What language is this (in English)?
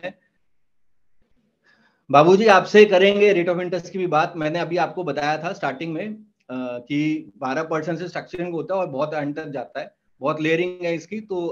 Hindi